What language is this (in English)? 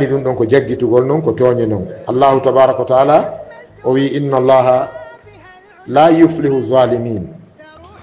Fula